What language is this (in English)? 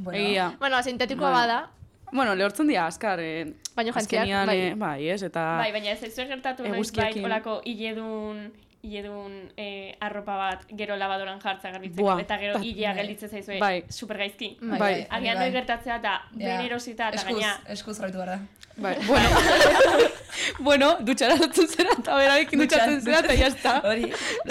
Basque